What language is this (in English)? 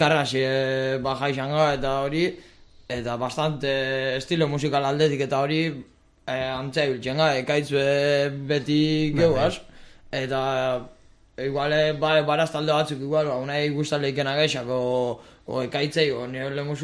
Basque